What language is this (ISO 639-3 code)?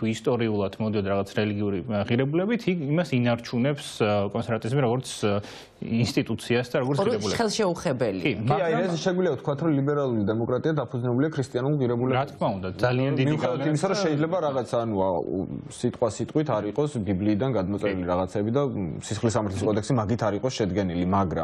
kat